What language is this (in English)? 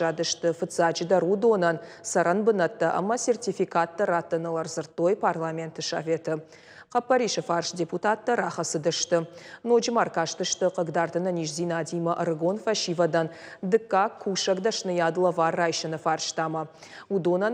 Ossetic